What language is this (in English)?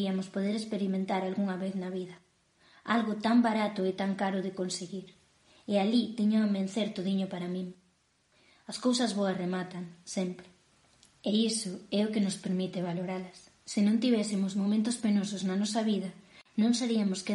Galician